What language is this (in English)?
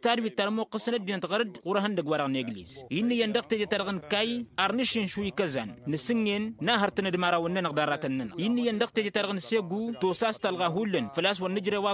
Tamasheq